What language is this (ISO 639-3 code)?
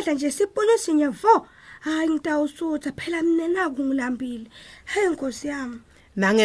ssw